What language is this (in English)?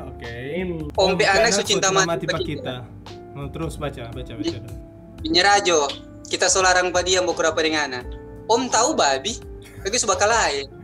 Manado Malay